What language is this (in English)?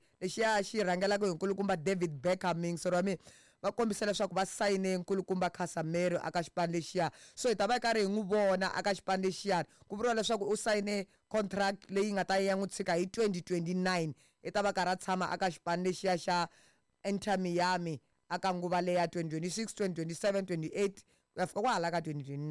Tsonga